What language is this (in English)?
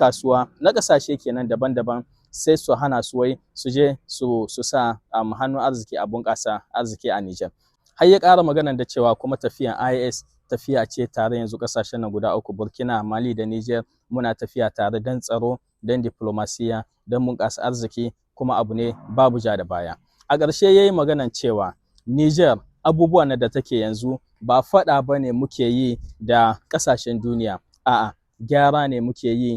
Hausa